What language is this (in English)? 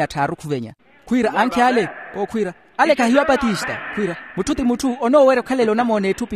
Makhuwa